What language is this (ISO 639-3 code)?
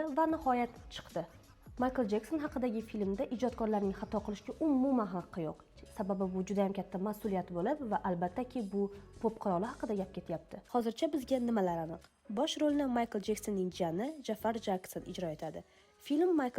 uzb